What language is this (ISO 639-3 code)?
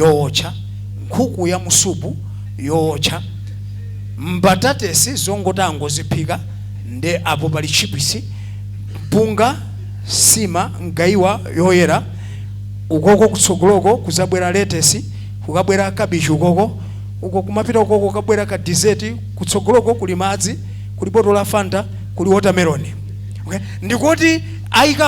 nya